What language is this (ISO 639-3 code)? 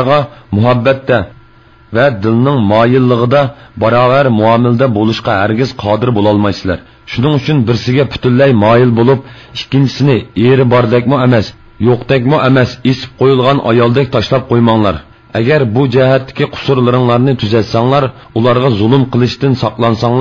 uig